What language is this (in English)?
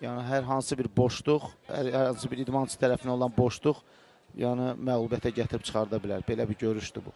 Azerbaijani